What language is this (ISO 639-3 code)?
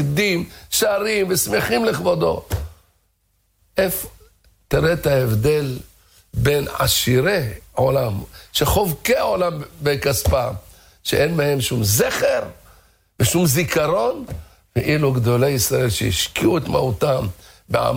heb